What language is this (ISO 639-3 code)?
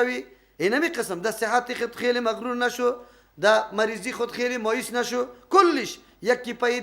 fas